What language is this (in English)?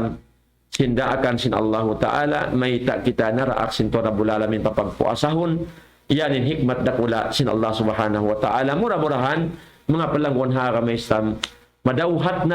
Tausug